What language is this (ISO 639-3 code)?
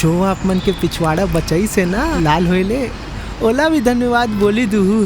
hne